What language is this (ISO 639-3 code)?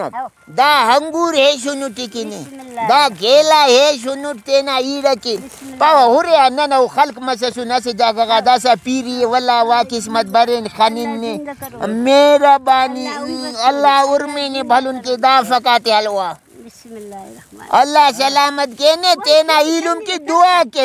brh